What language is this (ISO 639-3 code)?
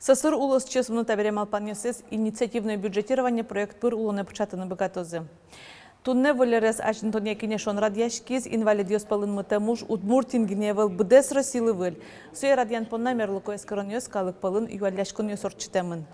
udm